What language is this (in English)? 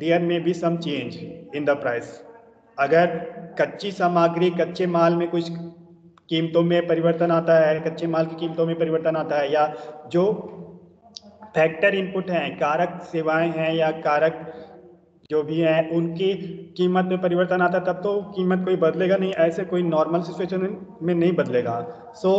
Hindi